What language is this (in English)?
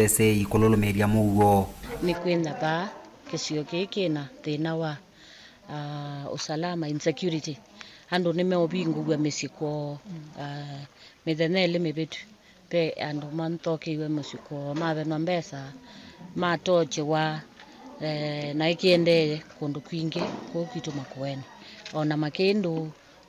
Kamba